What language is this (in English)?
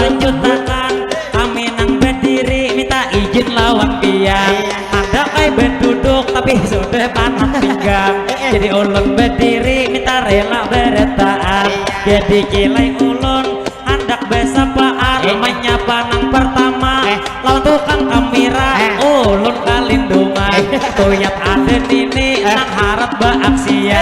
Banjar